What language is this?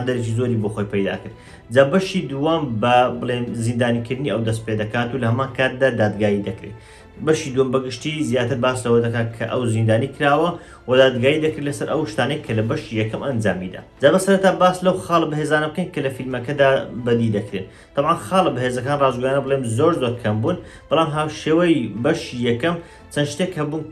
Central Kurdish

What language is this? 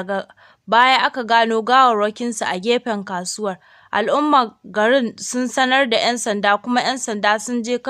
Hausa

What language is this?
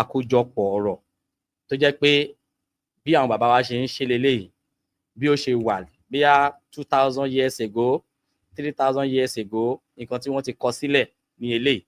Yoruba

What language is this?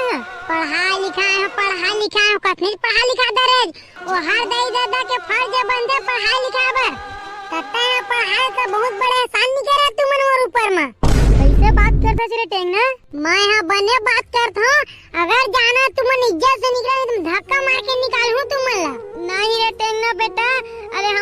Chhattisgarhi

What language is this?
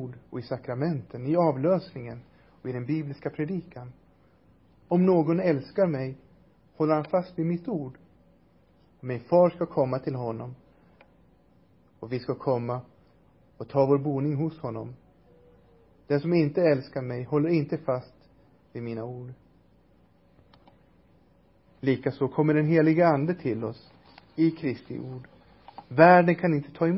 Swedish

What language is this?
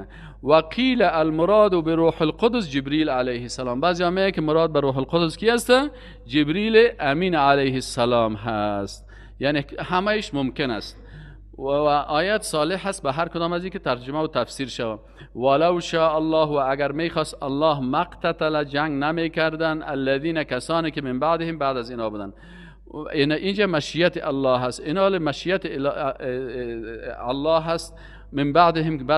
Persian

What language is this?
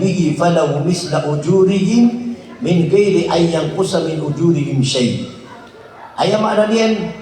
Maranao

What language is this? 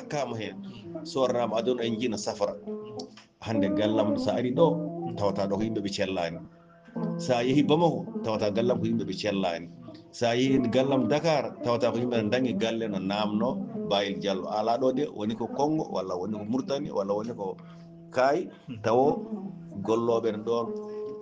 Fula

